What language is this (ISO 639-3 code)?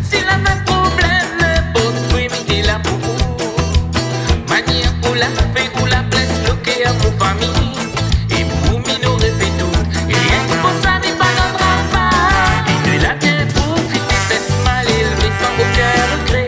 rcf